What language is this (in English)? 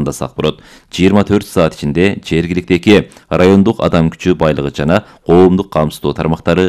Kyrgyz